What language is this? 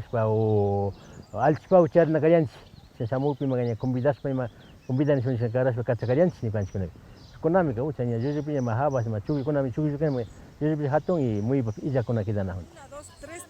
Imbabura Highland Quichua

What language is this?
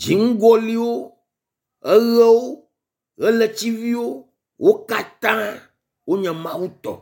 Ewe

